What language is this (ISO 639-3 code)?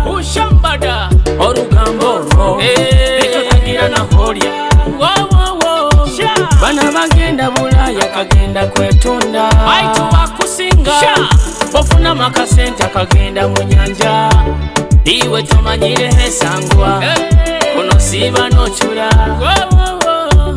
nyo